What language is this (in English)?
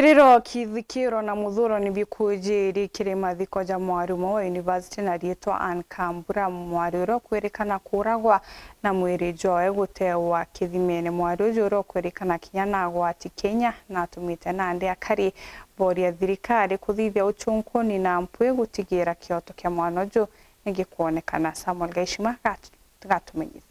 Meru